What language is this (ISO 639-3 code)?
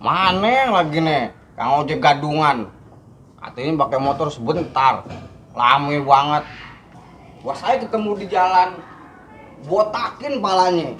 bew